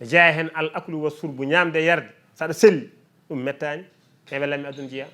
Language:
Fula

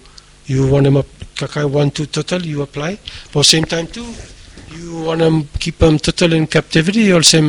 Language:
Bislama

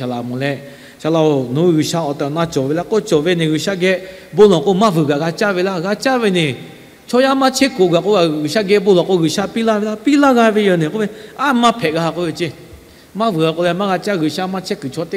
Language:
Lahu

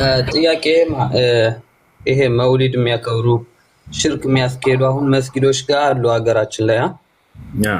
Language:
Amharic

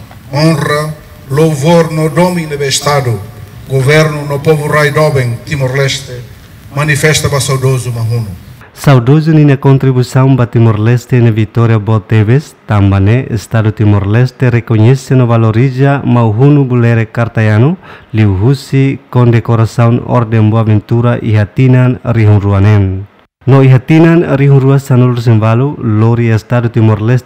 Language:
Tetum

